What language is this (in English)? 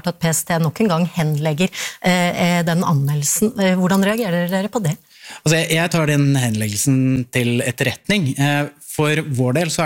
Norwegian